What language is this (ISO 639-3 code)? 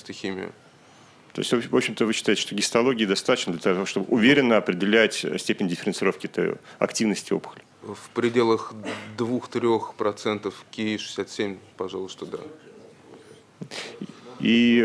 rus